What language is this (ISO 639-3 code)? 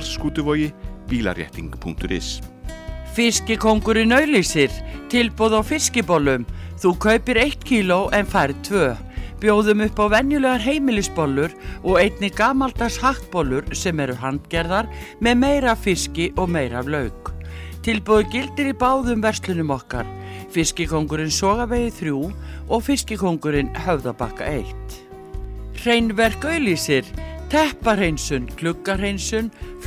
isl